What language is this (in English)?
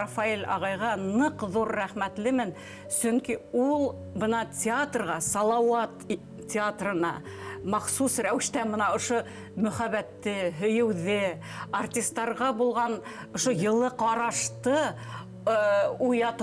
Bashkir